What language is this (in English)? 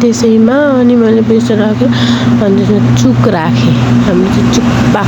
Nepali